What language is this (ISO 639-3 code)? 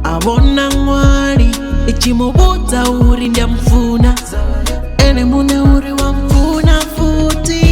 ven